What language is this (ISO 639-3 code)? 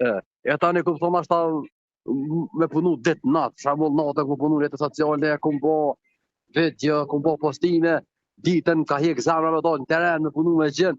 sqi